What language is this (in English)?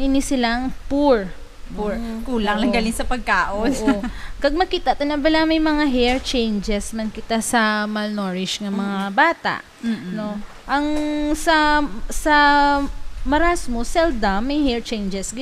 Hiligaynon